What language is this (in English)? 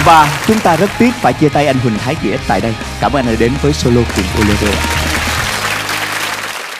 Vietnamese